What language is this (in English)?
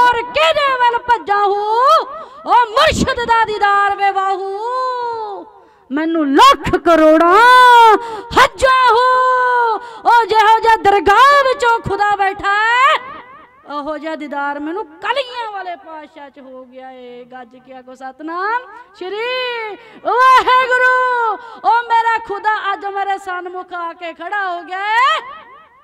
Punjabi